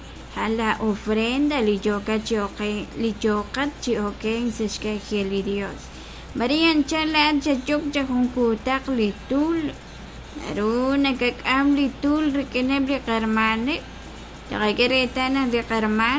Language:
Kekchí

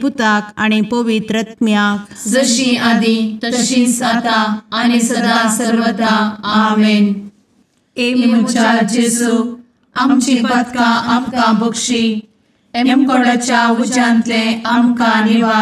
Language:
Konkani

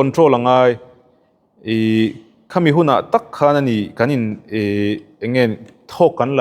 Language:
Mizo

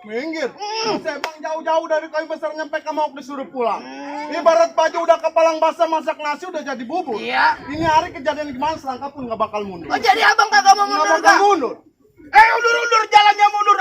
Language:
Betawi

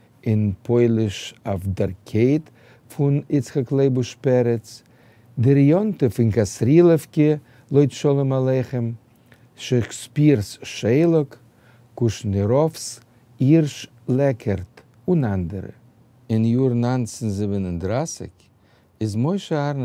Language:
Yiddish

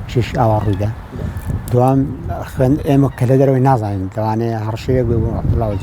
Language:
Central Kurdish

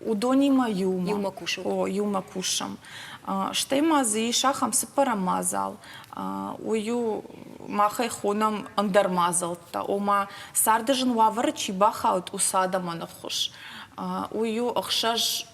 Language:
Ossetic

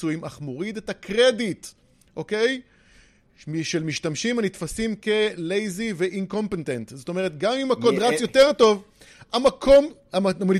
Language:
Hebrew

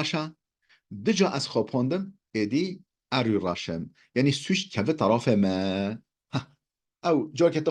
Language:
Kurdish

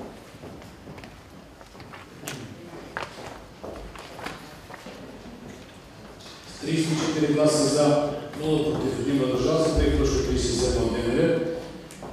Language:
Bulgarian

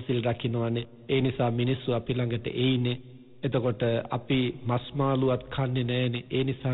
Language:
Sinhala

